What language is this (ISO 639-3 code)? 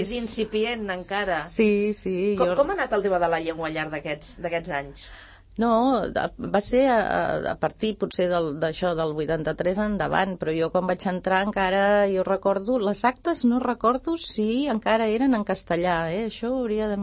cat